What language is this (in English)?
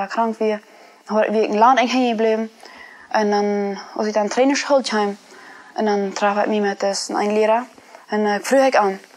Plautdietsch